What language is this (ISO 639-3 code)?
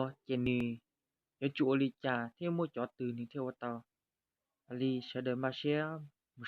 hmn